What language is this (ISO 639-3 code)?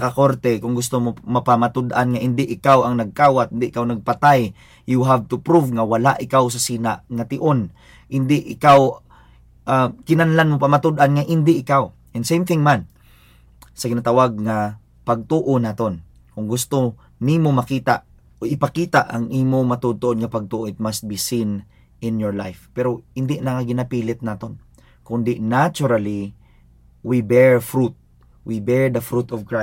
hil